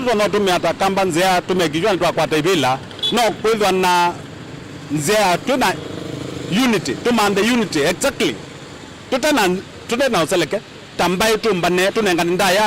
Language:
Kamba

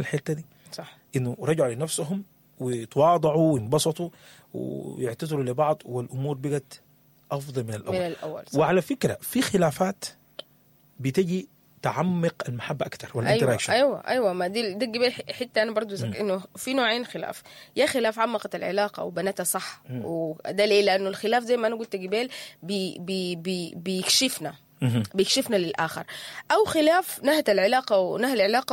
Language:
Sudanese Arabic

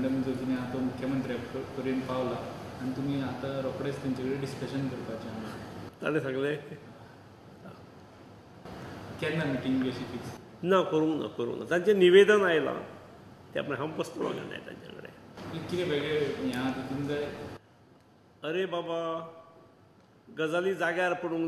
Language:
Konkani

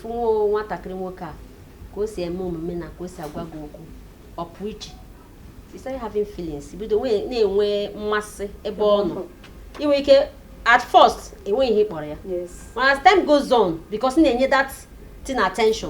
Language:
Igbo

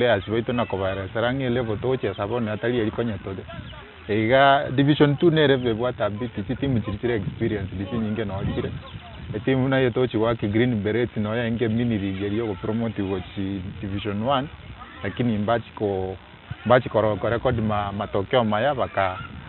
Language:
Gusii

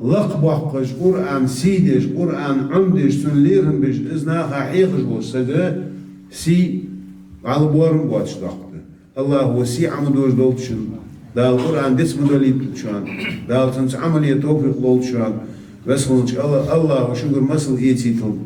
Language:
Ingush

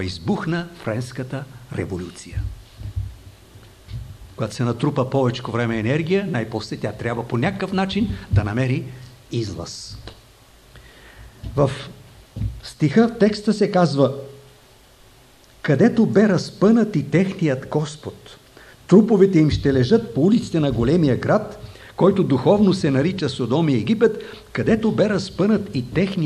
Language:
Bulgarian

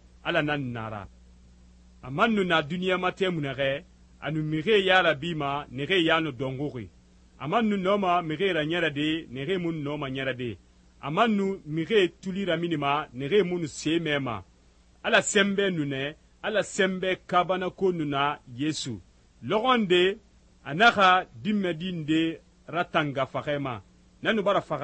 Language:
Susu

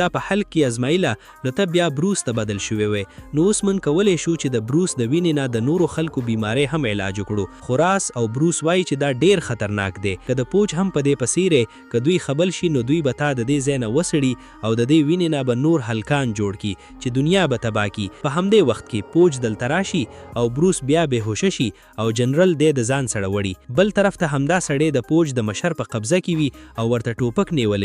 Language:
Pashto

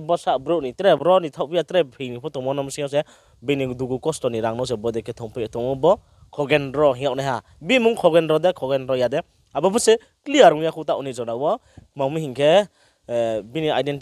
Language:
Riang (India)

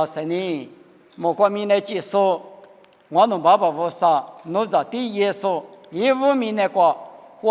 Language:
Lisu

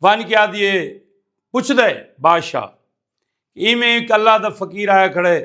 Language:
Saraiki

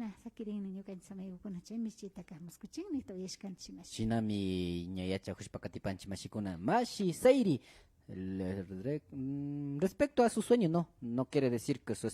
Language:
Imbabura Highland Quichua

